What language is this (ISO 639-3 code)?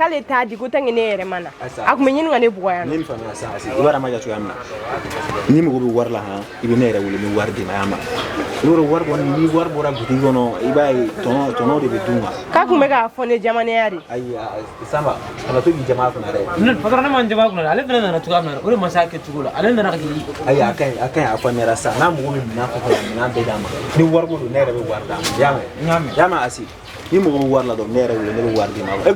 bam